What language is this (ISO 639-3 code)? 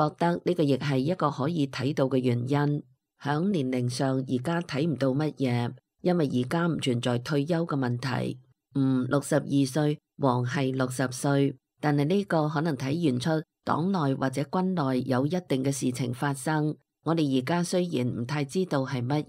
yue